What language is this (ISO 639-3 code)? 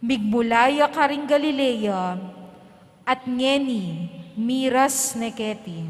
pam